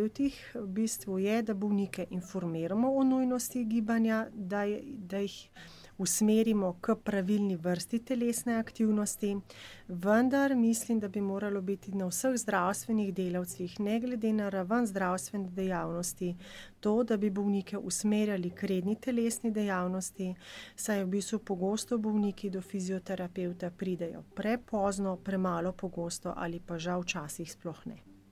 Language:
Slovenian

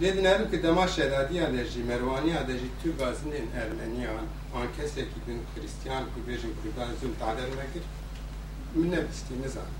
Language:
Kurdish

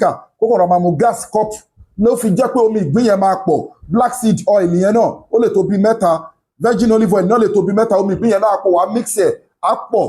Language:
Yoruba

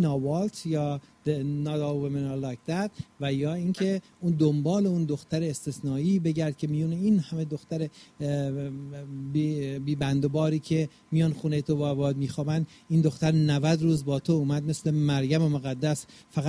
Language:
Persian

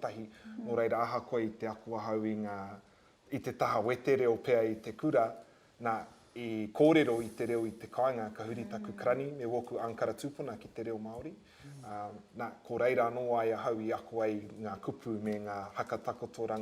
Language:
Māori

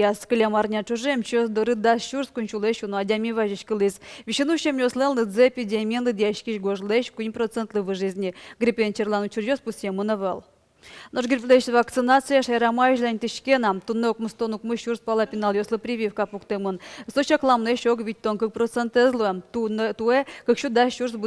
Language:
Udmurt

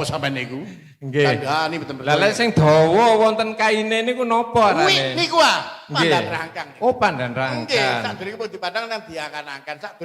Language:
Javanese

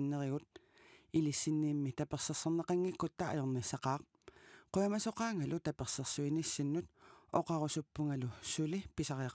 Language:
Kalaallisut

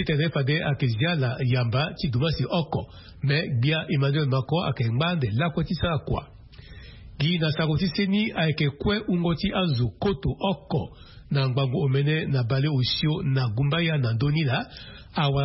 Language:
Sango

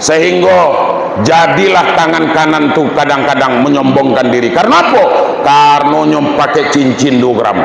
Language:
Minangkabau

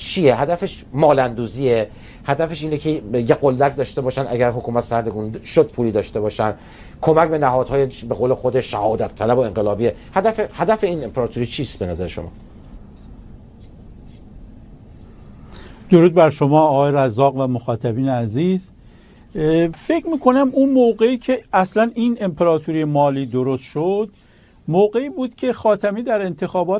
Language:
Persian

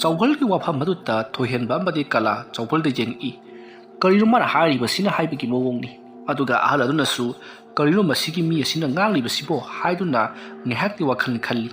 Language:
Manipuri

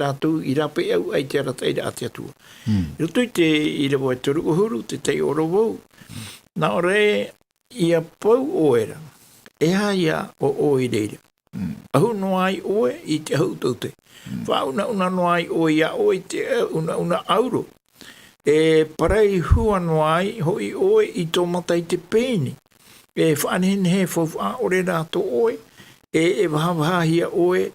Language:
Tahitian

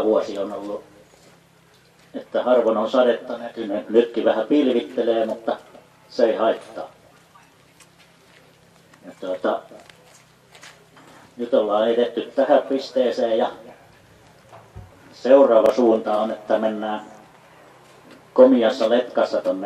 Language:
Finnish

